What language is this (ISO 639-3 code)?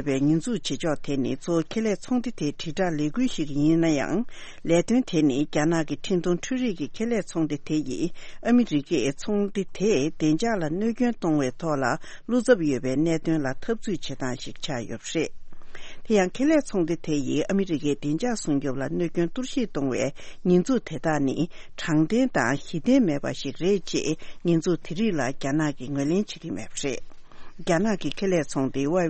bod